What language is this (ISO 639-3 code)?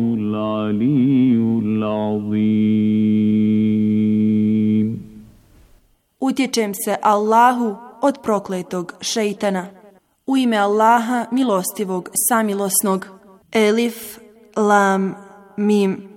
bos